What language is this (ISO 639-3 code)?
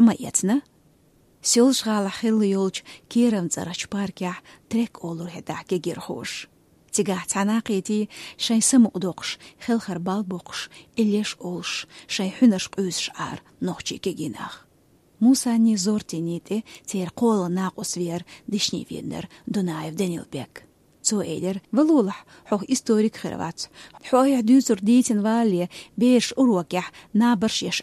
che